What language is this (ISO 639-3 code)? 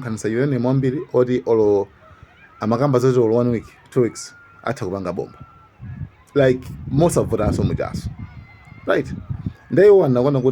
nya